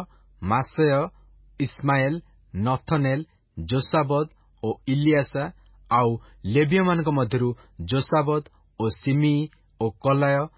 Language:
Odia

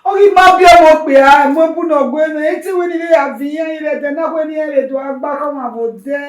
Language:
Bini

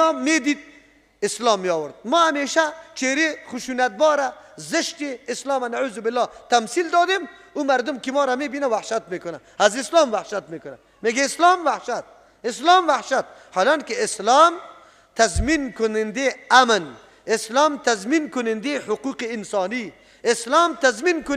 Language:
Persian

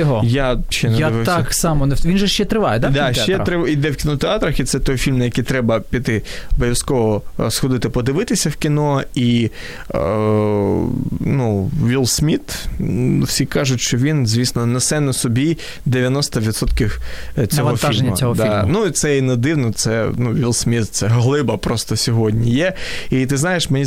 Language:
Ukrainian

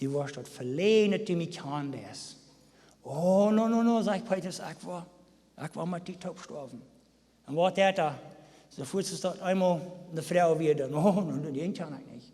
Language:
Plautdietsch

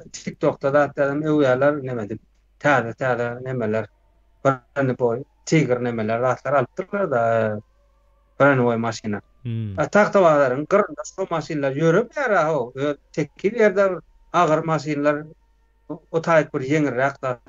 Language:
Turkmen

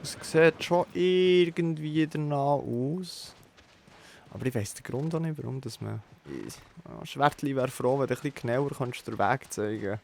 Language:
Swiss German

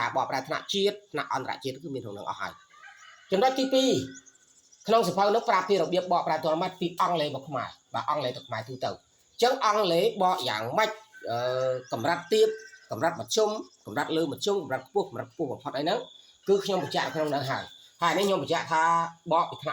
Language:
Khmer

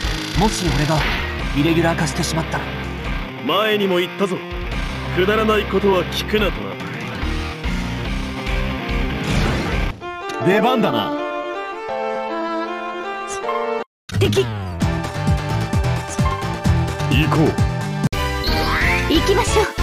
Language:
Japanese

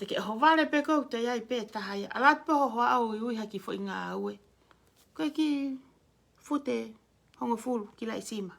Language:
Tongan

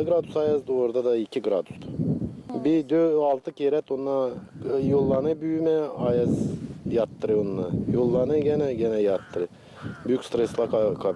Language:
Gagauz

